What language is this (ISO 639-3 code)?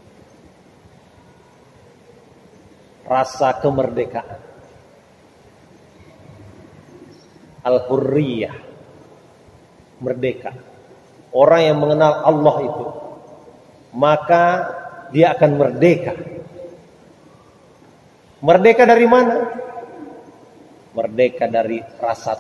ind